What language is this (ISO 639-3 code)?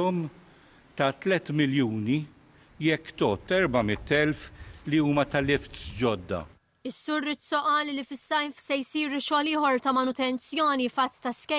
mlt